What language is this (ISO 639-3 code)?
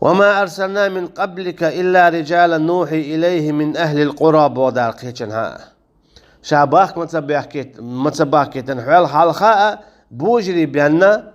che